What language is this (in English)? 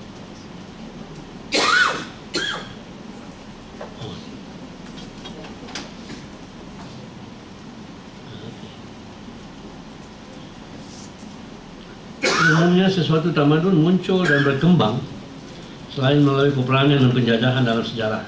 Malay